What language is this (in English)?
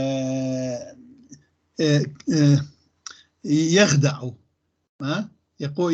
North Levantine Arabic